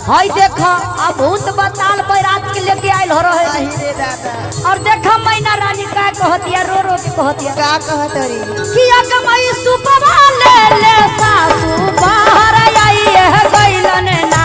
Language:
Magahi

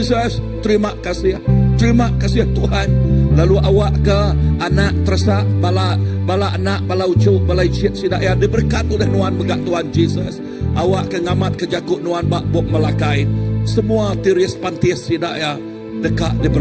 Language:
Iban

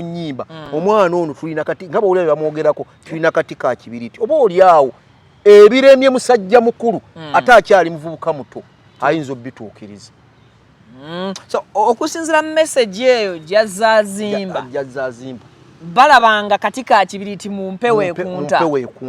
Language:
Ganda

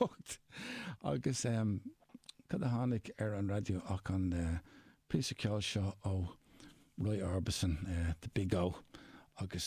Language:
Irish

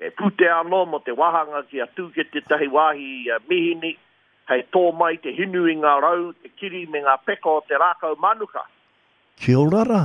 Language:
Māori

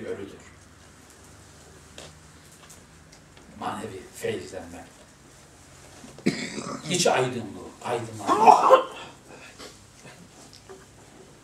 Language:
Turkish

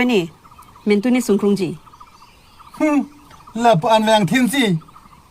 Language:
Karbi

